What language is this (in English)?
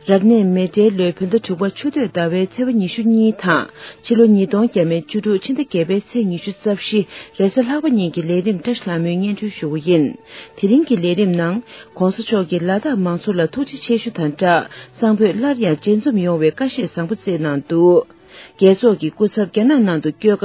Tibetan